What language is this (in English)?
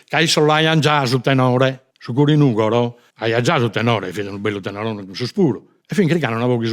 Sardinian